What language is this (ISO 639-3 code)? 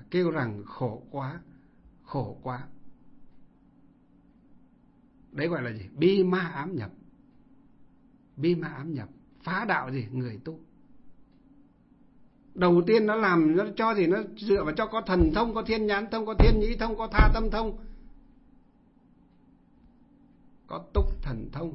vie